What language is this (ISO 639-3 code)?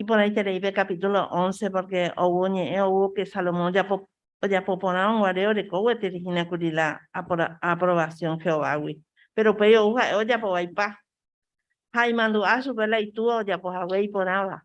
grn